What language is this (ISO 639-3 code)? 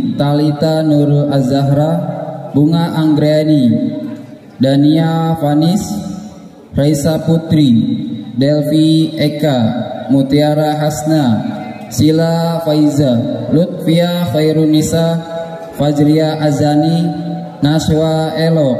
ind